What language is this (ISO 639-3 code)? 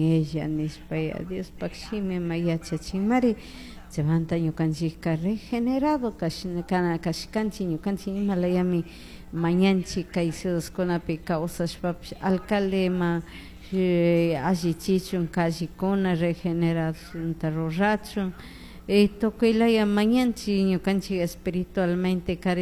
qug